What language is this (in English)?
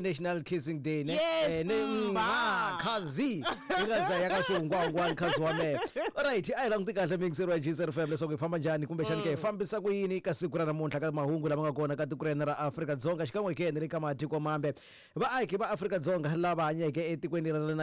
Tsonga